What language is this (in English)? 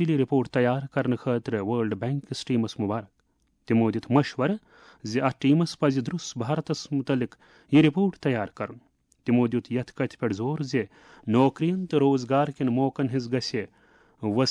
Kashmiri